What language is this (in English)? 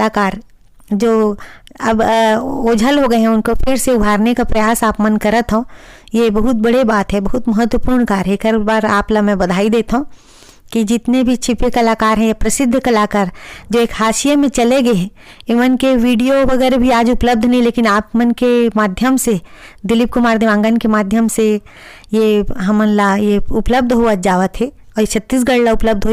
Chhattisgarhi